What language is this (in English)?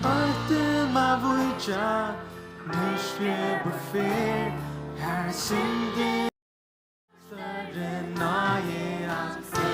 Faroese